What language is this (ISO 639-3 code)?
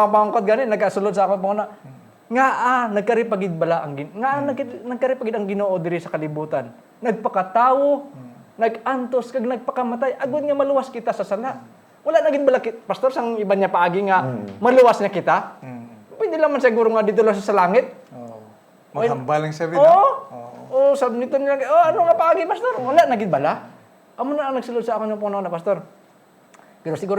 hil